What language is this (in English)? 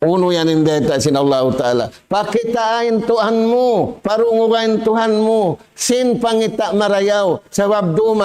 Tausug